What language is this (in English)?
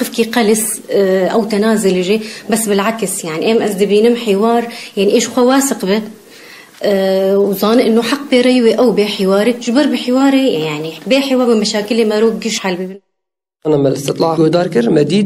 Kurdish